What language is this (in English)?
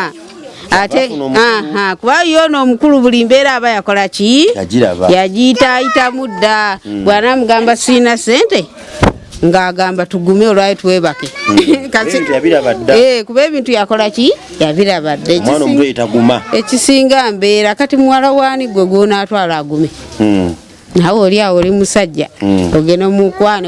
Ganda